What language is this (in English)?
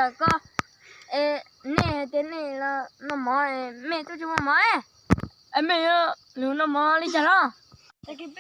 Hmong